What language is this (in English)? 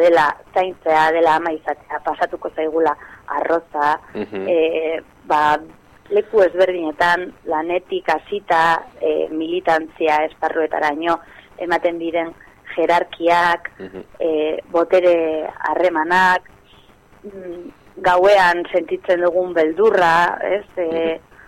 Basque